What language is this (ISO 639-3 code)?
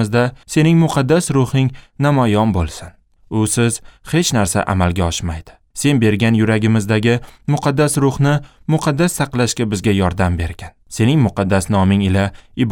uzb